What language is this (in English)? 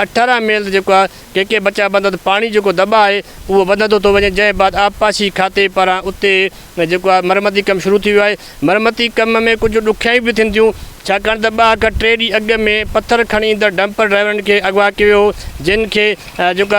Sindhi